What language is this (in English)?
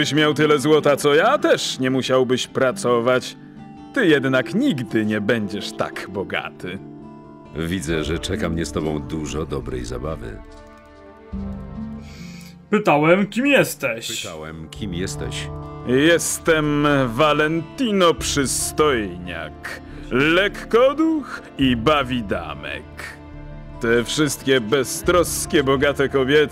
Polish